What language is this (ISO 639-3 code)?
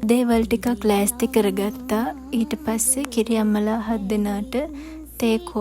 sin